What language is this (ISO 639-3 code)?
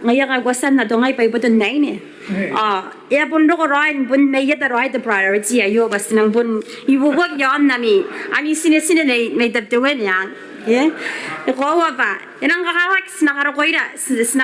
gil